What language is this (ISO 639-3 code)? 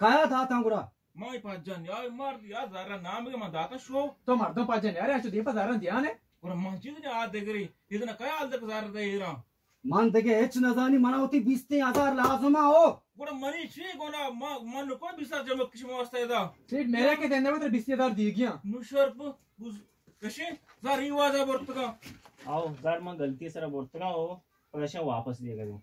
bal